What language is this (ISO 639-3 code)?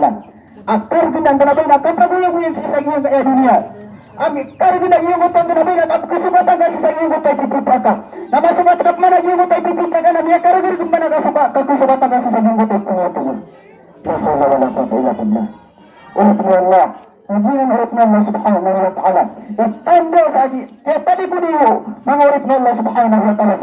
mrw